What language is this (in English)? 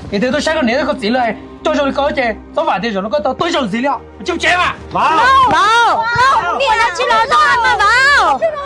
Hmong